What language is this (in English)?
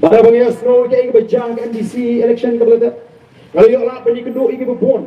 Khasi